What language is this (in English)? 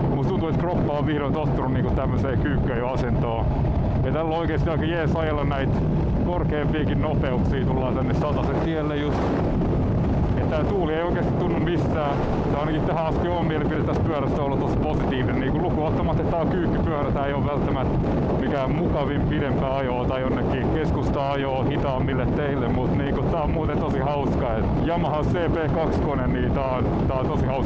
Finnish